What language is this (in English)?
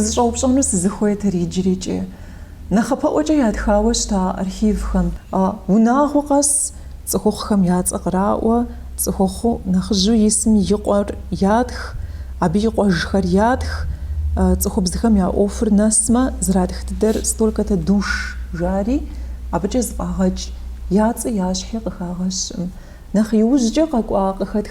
Kabardian